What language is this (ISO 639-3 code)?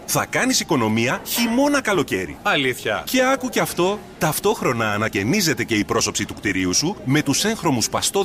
ell